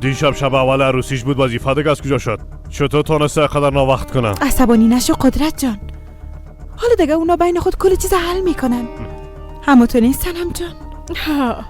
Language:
Persian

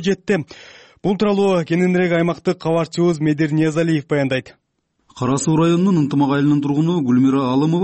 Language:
Kyrgyz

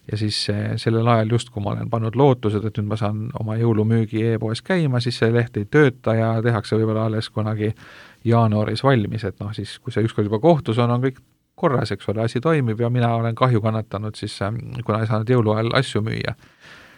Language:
Estonian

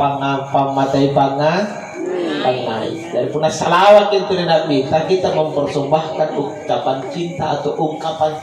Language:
Makasar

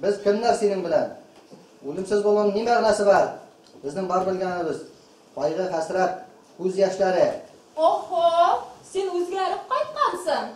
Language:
Bashkir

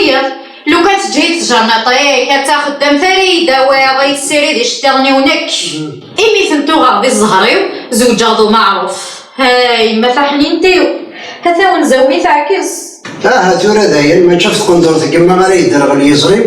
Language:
Kabyle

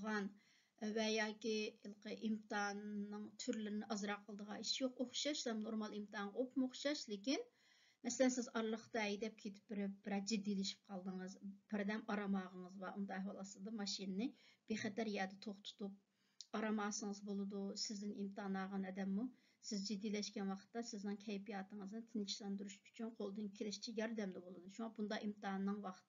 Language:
Uyghur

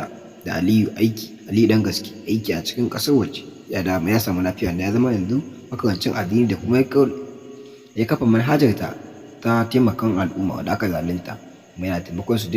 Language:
Hausa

